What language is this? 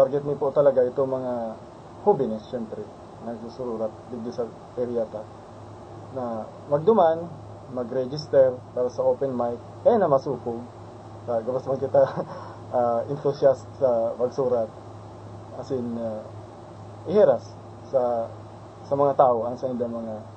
Bikol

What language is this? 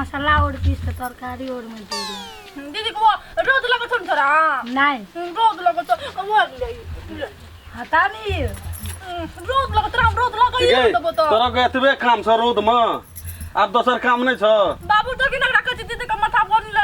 Maithili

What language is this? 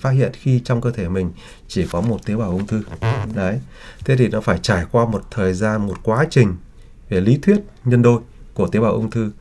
Vietnamese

